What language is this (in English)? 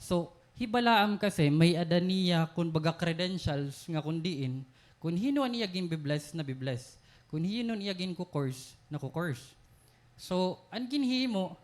Waray